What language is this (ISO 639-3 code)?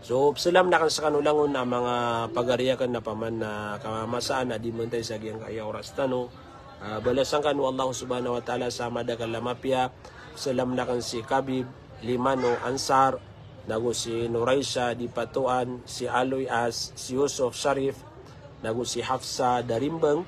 mrw